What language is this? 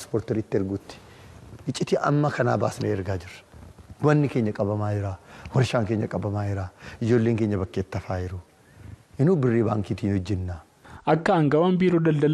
Oromo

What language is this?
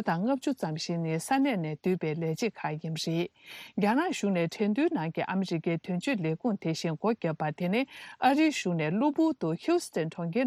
Tibetan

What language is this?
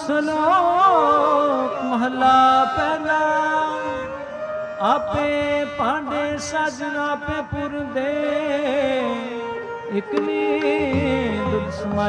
Punjabi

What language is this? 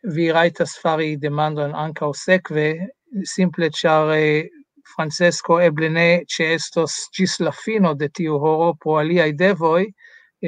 Esperanto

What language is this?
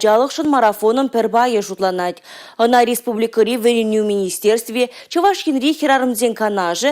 Chuvash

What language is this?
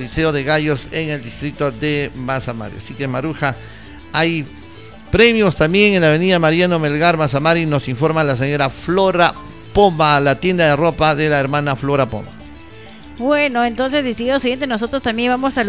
Spanish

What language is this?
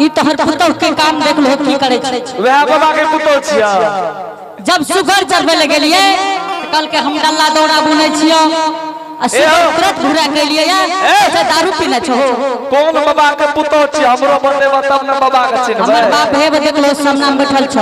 Angika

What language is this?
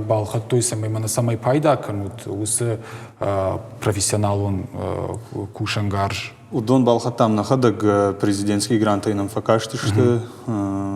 Ossetic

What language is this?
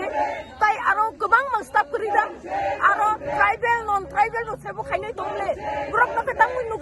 Kok Borok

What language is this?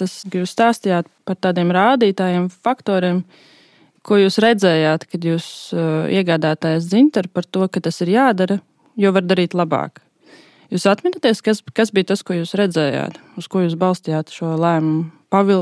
Latvian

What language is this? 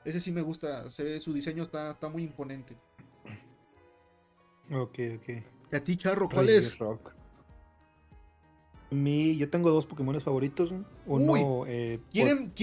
Spanish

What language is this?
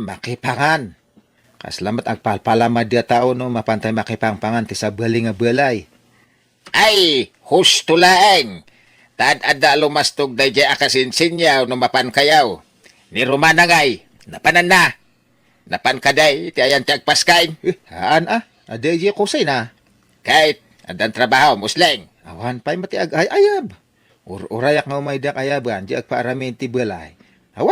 Iloko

